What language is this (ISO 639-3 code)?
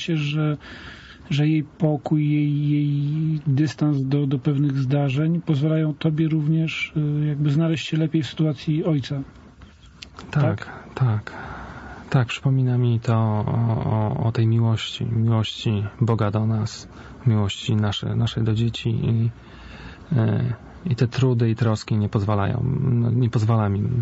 pol